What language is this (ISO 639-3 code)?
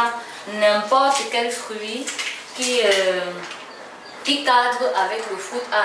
fra